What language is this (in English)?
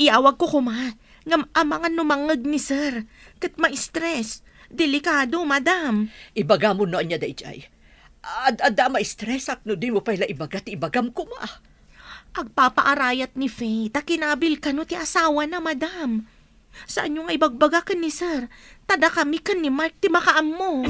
Iloko